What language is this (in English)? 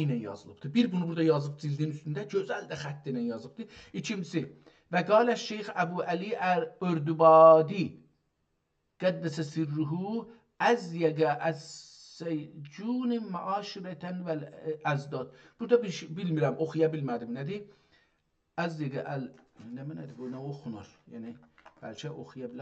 South Azerbaijani